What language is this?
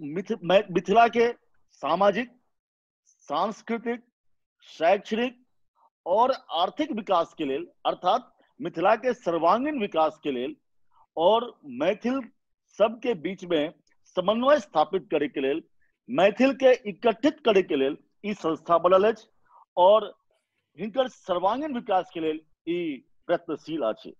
Maithili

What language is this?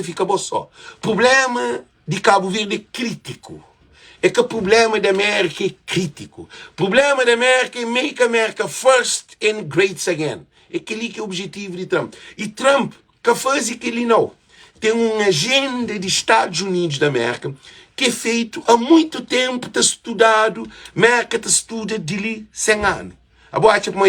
Kabuverdianu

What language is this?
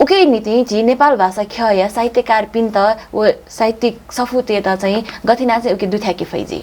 Newari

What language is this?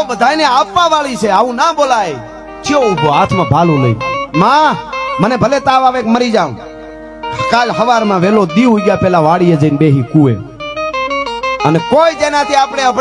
Gujarati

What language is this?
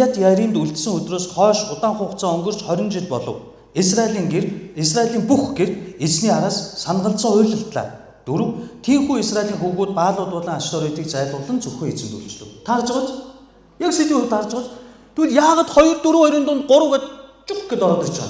Mongolian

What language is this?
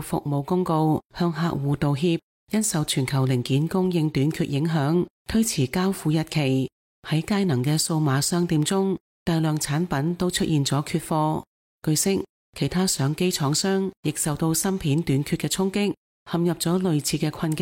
Cantonese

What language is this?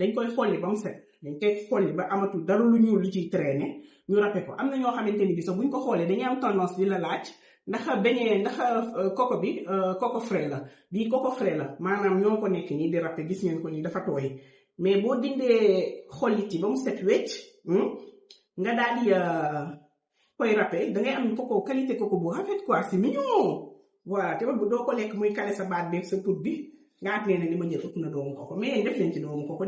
Wolof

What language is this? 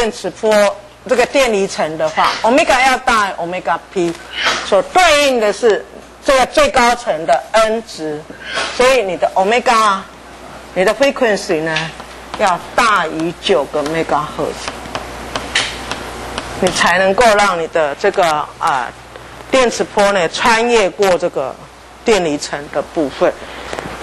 Chinese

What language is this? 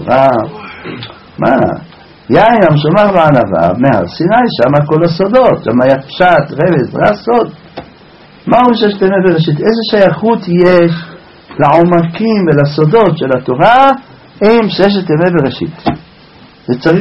Hebrew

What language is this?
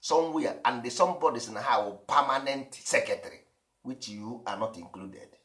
Igbo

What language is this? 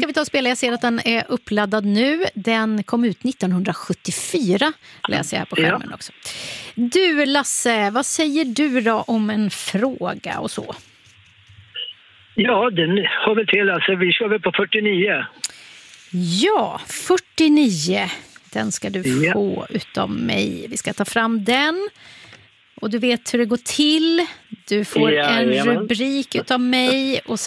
Swedish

